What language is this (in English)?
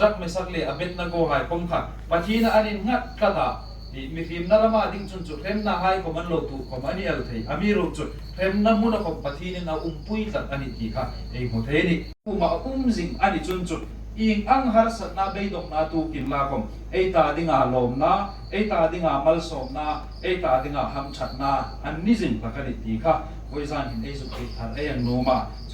Hmar